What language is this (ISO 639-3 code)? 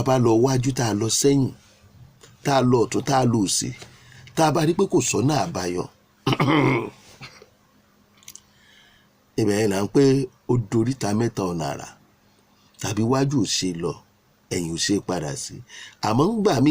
yor